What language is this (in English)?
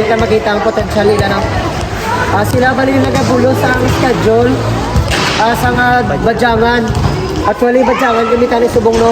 Hiligaynon